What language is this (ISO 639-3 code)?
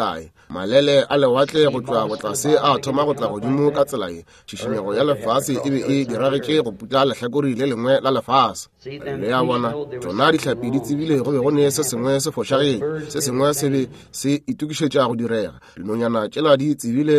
nso